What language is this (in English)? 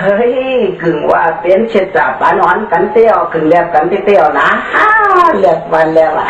Shan